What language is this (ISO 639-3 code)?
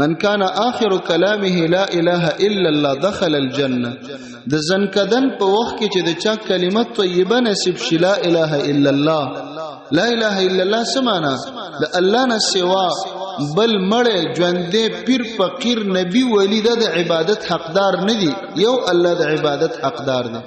pus